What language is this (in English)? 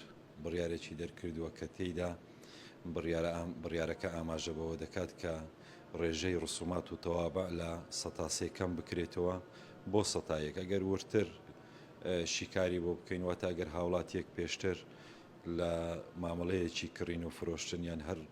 Central Kurdish